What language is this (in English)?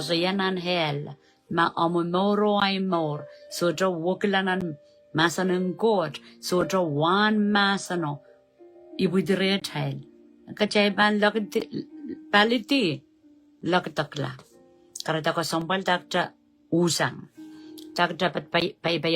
Pohnpeian